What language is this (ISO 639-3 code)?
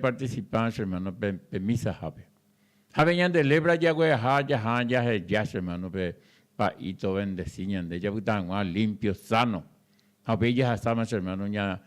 grn